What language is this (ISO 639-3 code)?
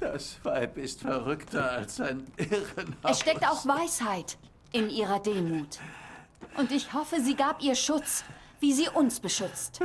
bar